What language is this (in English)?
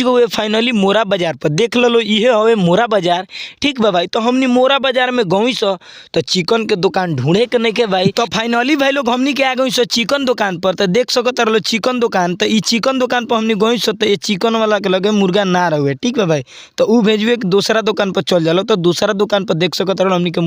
Bhojpuri